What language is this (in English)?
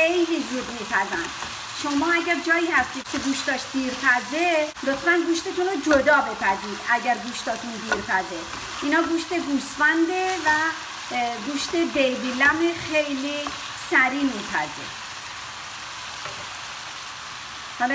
Persian